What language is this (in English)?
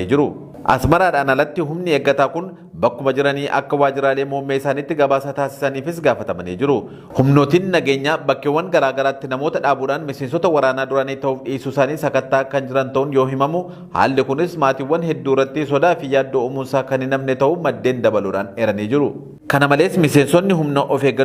Oromo